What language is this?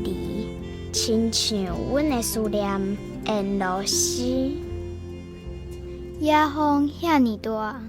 Min Nan Chinese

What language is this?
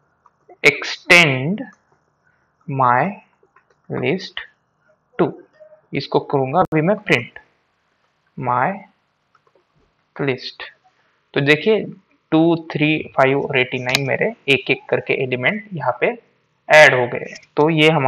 Hindi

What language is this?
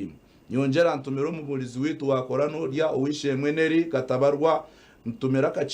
Nyankole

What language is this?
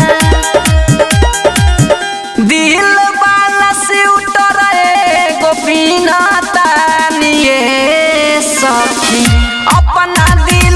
Bhojpuri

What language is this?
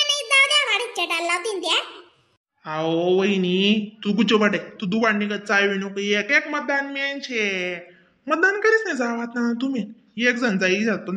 Khandesi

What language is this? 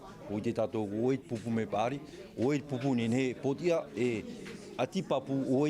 Tahitian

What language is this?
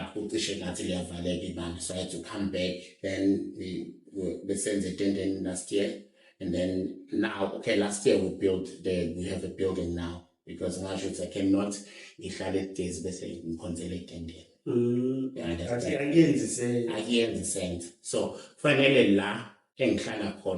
Zulu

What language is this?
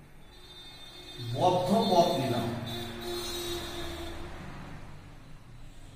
Bangla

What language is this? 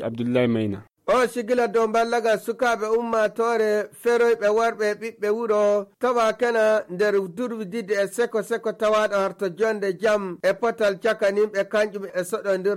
Fula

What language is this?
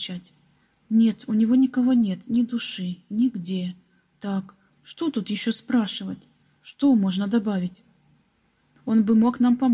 Russian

